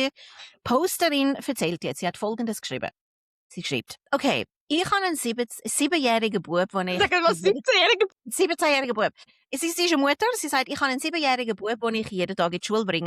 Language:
Swiss German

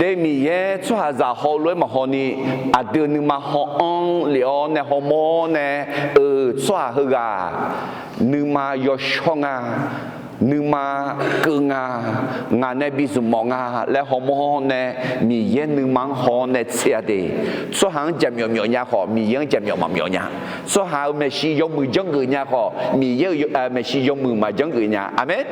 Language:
Akha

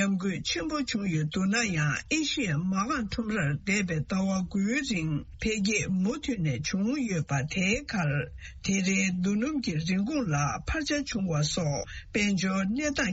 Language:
Tibetan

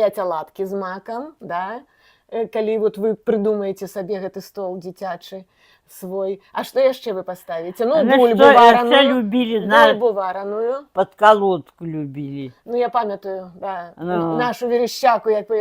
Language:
Belarusian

